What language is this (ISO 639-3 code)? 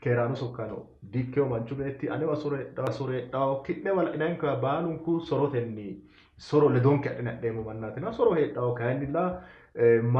sid